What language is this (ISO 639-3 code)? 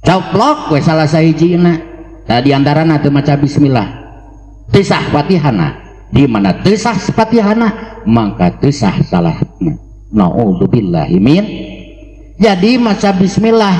sun